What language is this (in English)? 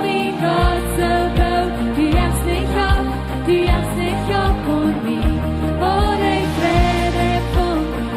Plautdietsch